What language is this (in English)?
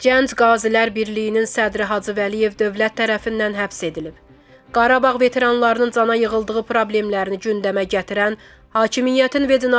Azerbaijani